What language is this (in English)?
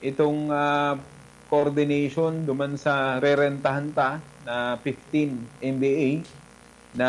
Bikol